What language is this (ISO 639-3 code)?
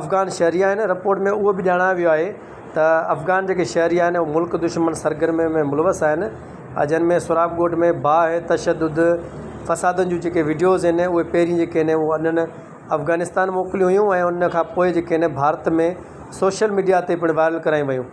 snd